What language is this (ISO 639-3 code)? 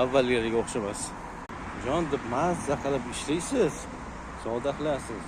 uzb